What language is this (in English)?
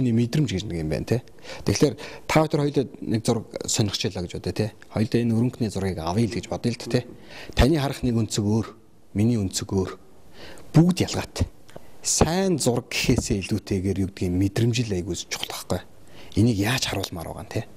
Mongolian